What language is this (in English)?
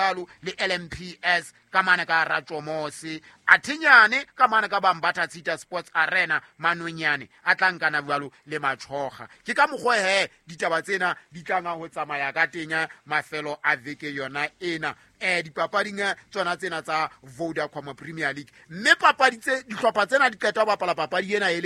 Southern Sotho